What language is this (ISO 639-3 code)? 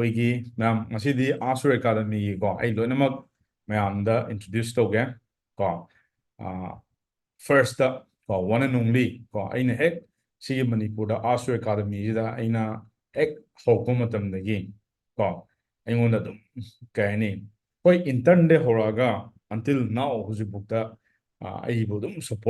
mni